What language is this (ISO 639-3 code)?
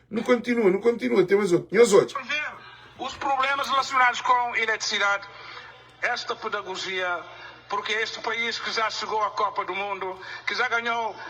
kea